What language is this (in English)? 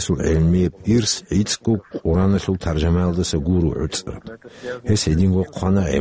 Avaric